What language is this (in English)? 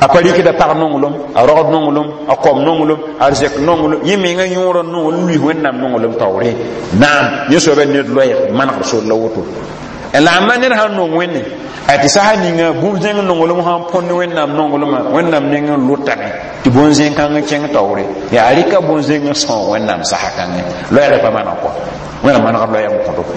Mossi